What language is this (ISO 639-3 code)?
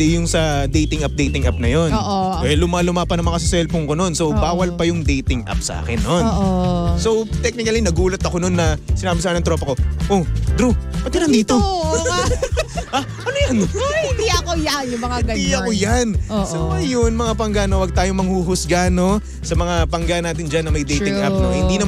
fil